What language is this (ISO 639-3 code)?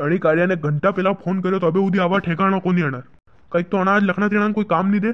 raj